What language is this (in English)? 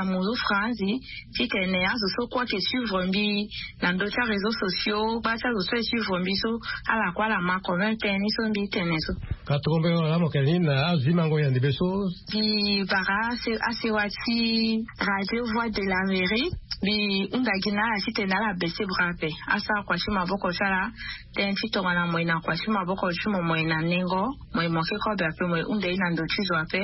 Sango